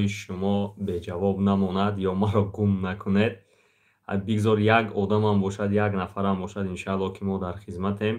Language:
Tajik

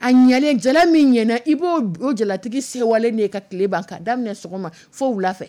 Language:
Dyula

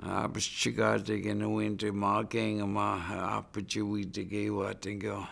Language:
Chippewa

